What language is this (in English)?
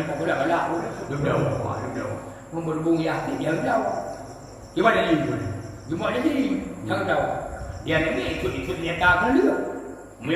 Achinese